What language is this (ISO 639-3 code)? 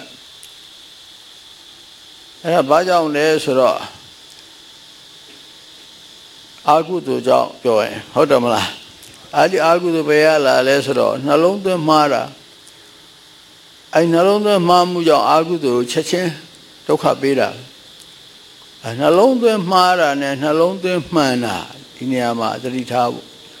mya